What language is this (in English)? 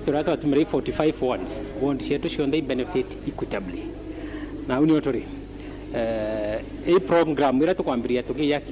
Meru